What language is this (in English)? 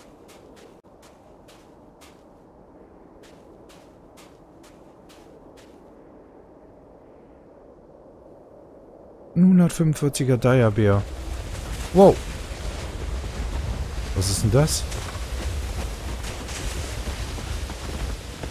German